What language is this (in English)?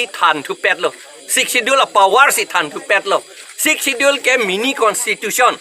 Karbi